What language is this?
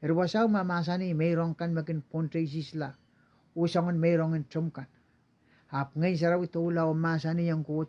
Pohnpeian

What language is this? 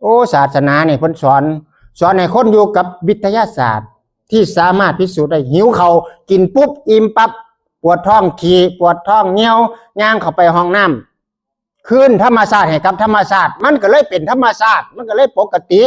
Northeastern Thai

